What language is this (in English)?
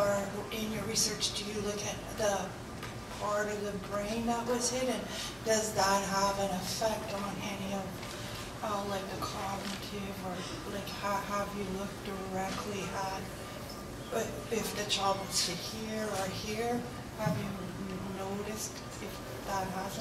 English